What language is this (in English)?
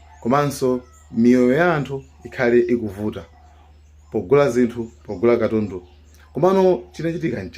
Nyanja